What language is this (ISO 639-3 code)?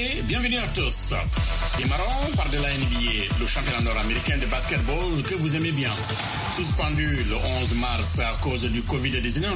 fra